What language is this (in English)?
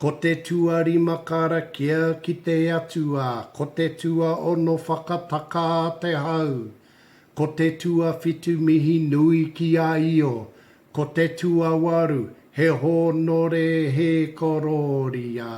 Māori